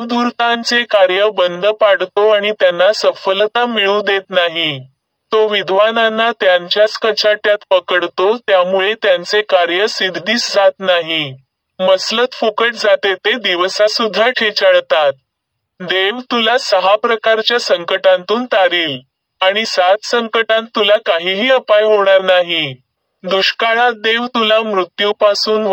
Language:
Marathi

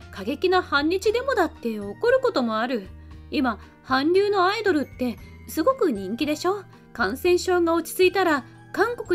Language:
Japanese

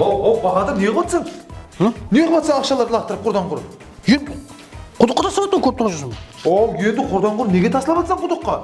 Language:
Kara-Kalpak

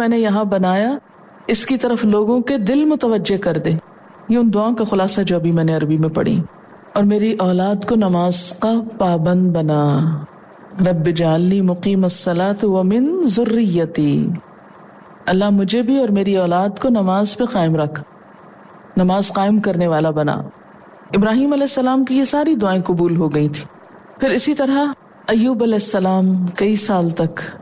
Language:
Urdu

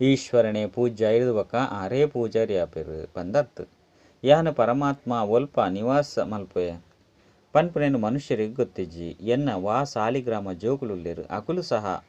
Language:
Tulu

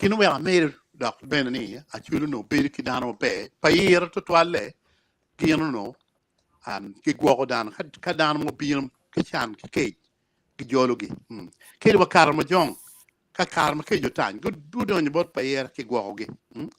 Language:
Acoli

